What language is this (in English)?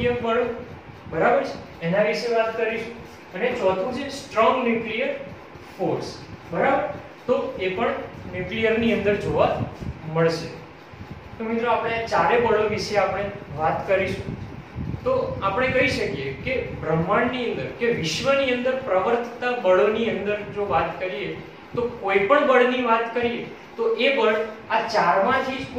Gujarati